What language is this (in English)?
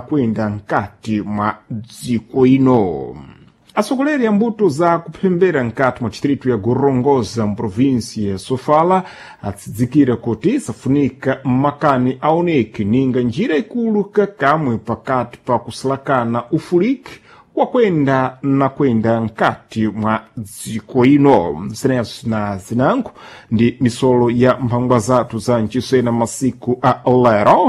Sena